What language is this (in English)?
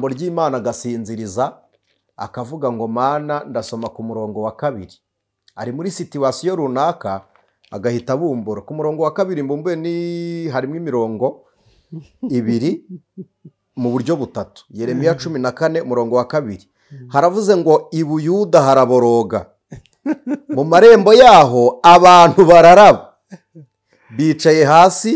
Kinyarwanda